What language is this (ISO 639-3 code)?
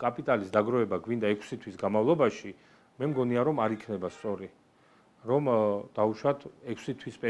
kat